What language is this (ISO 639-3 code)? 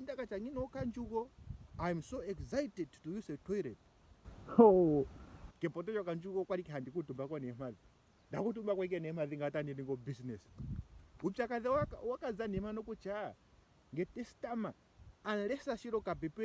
ndo